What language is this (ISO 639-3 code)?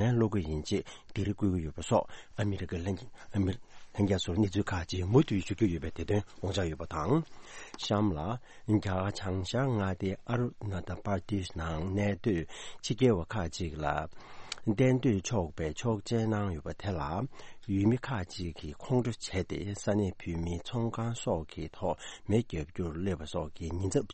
bod